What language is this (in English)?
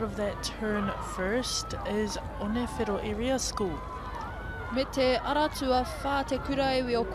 Māori